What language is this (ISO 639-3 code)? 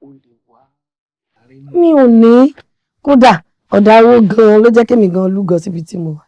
yor